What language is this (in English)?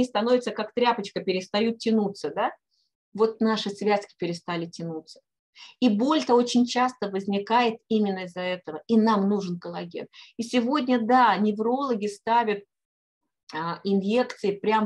Russian